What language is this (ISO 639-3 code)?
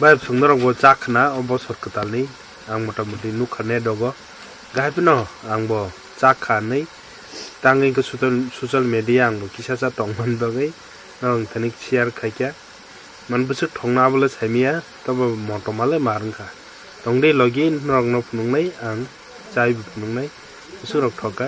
trp